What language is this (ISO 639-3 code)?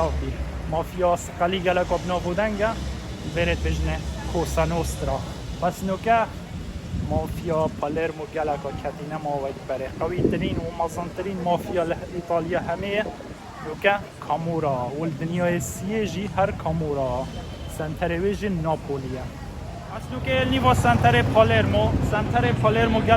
kur